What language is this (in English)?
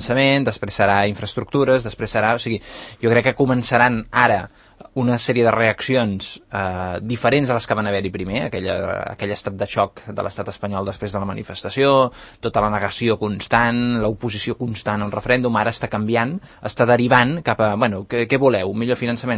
Catalan